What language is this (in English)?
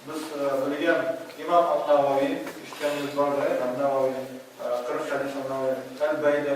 Tatar